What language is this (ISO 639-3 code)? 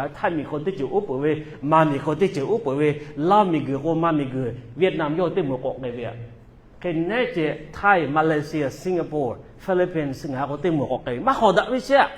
lhu